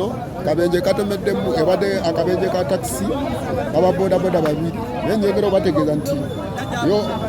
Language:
Ganda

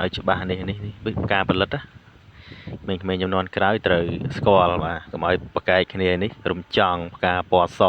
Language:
Khmer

